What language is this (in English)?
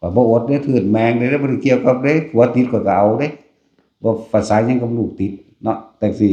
Northeastern Thai